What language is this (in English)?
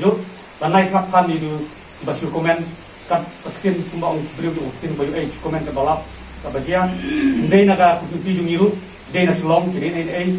Khasi